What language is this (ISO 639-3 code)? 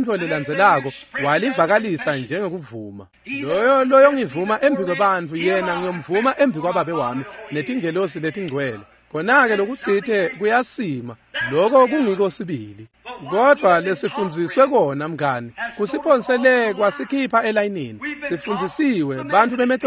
ssw